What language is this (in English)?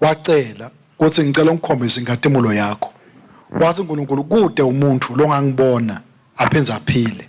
Swati